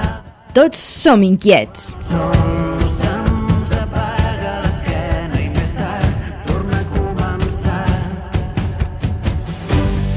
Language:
Catalan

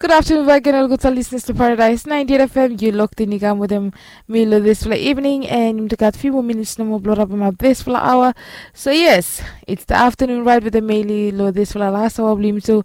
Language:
Bislama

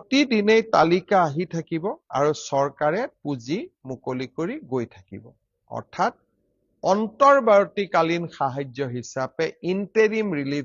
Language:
Assamese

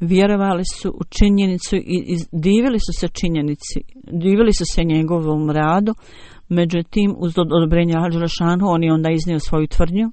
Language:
Bosnian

